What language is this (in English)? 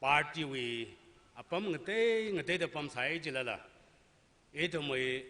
Tangkhul Naga (India)